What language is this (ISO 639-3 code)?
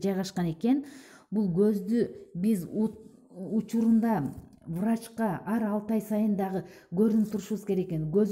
kir